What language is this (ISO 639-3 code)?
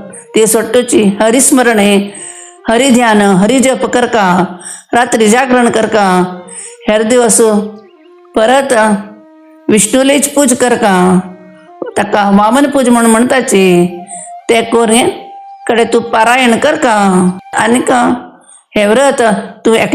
kok